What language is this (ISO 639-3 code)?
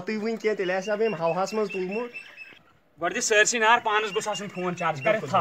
kas